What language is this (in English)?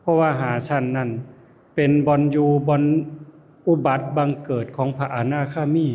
Lao